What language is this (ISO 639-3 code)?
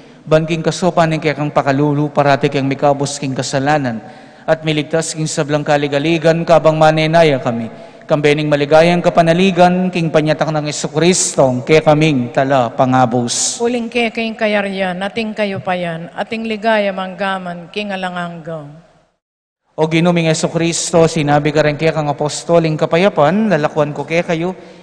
pam